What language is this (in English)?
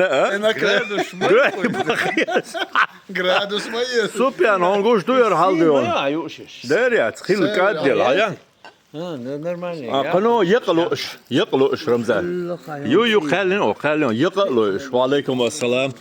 Chechen